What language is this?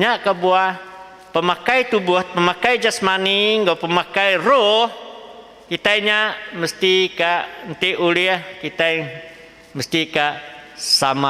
Iban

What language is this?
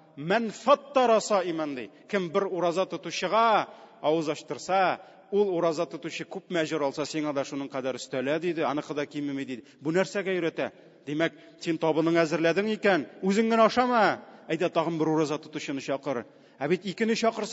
Tatar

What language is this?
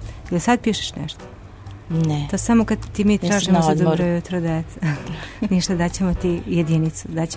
Serbian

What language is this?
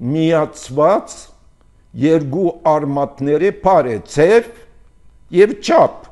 Armenian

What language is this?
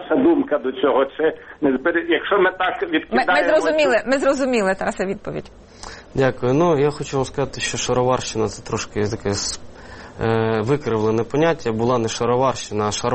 Ukrainian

